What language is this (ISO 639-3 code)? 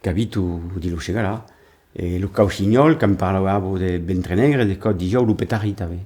oci